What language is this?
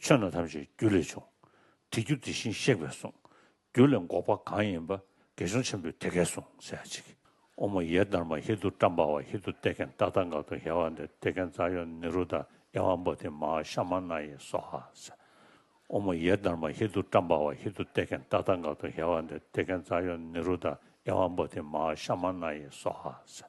Tibetan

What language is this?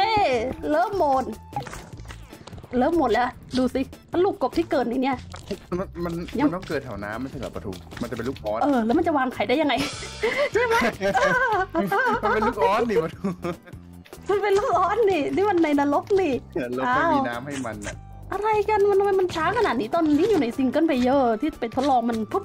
Thai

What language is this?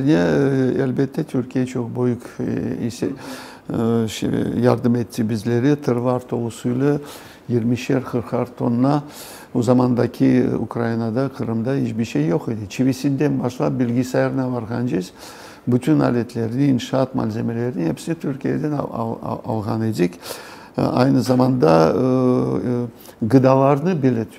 Crimean Tatar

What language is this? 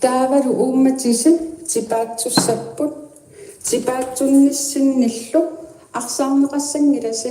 Kalaallisut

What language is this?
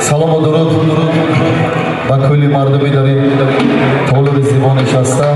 Tajik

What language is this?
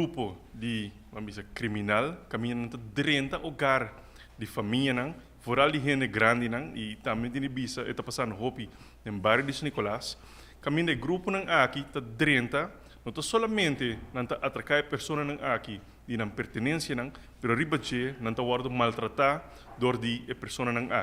Papiamento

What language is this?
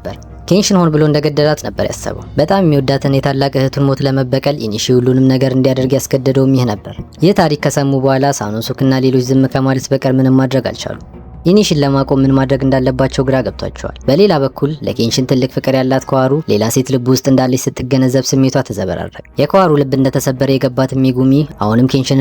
Amharic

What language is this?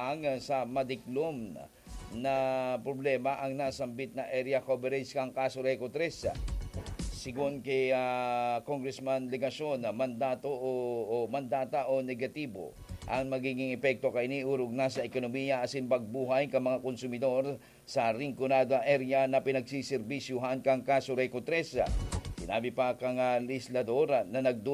Bikol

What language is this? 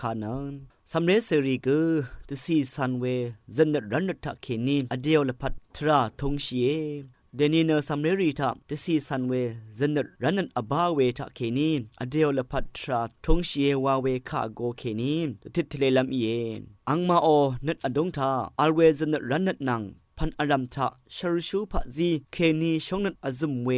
Rawang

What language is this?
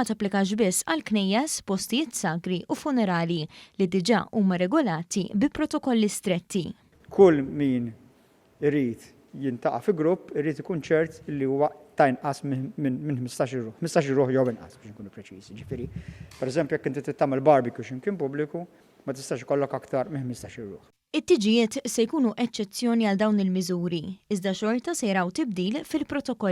Maltese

